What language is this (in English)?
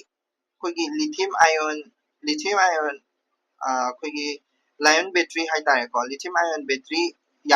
Manipuri